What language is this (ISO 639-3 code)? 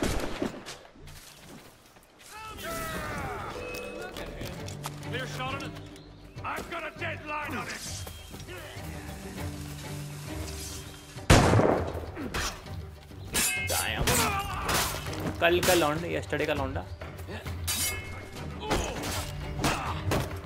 hin